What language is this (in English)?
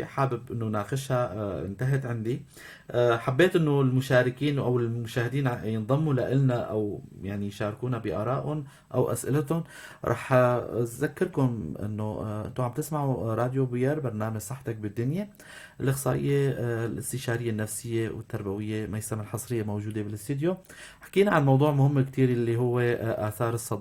North Levantine Arabic